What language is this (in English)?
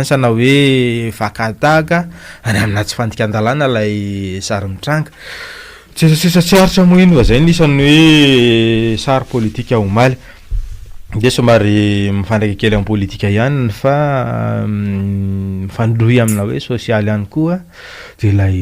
Malagasy